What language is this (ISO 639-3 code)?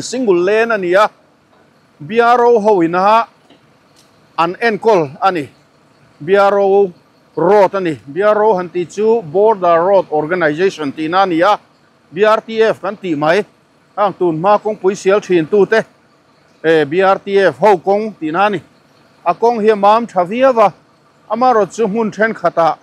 lus